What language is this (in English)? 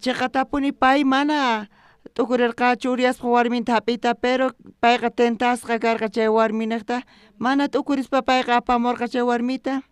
South Bolivian Quechua